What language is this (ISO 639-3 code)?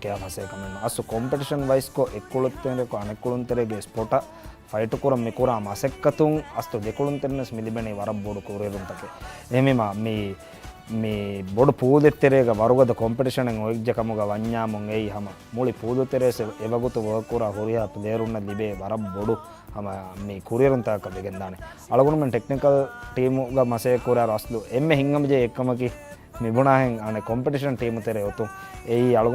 div